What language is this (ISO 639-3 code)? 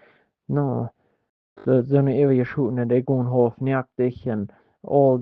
pdt